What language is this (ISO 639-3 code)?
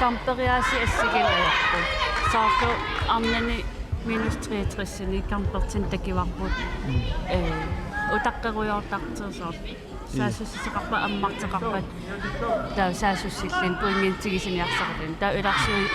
kal